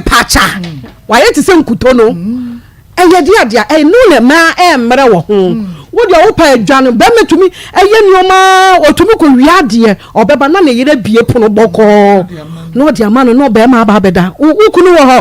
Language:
Akan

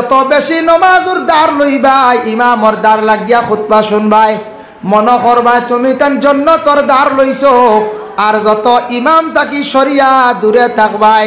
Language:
Sylheti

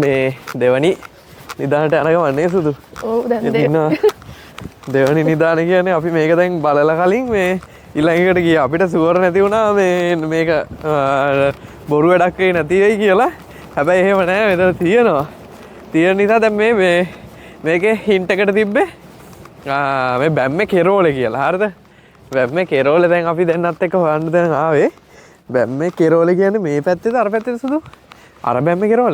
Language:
Sinhala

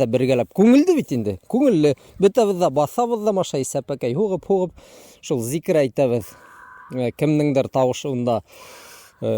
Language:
Bashkir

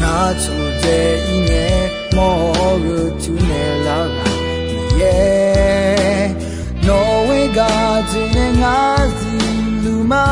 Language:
Akha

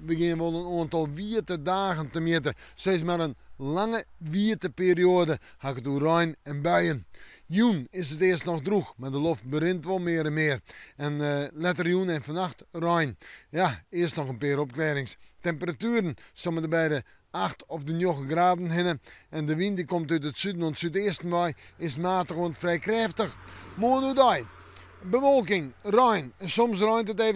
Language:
Western Frisian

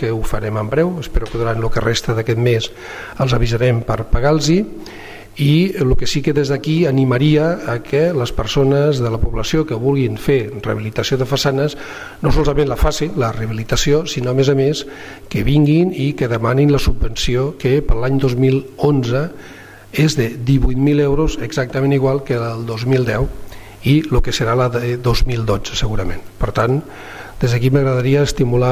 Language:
Catalan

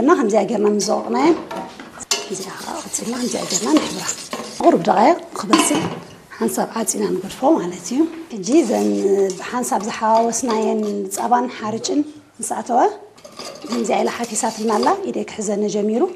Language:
Tigrinya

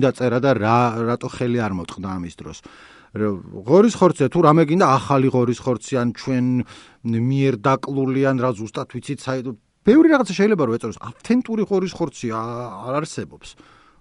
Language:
Georgian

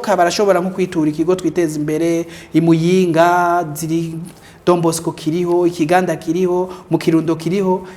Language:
Rundi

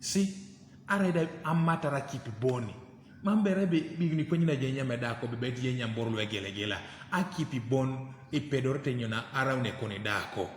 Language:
Teso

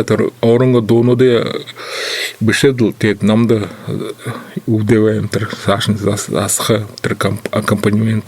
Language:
Buriat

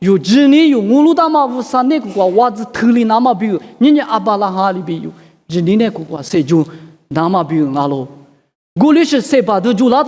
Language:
Lisu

